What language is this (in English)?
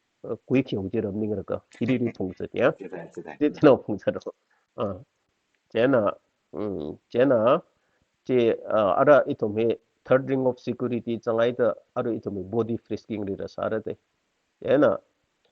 Tangkhul Naga (India)